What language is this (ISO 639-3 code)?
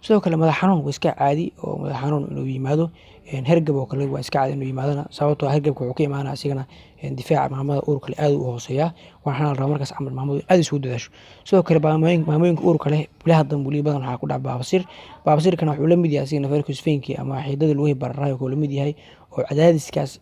som